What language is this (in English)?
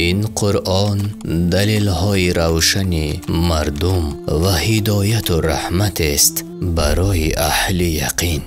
Tajik